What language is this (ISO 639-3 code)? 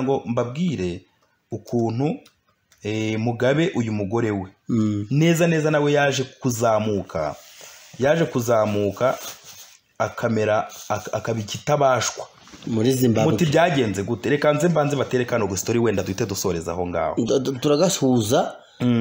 kin